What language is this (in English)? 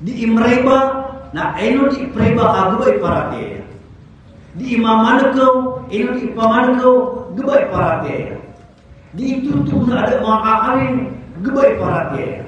Maranao